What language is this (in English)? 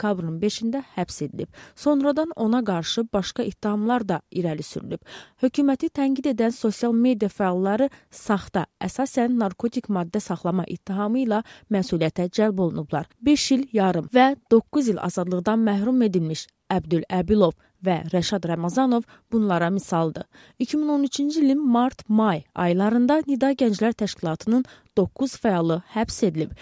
Azerbaijani